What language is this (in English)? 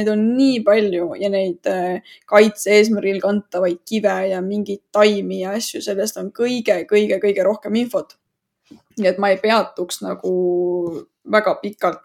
Estonian